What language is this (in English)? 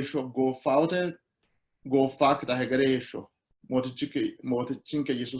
Sidamo